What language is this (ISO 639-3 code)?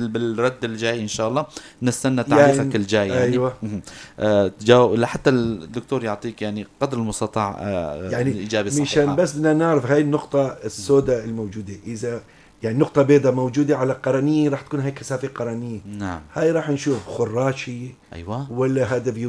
apc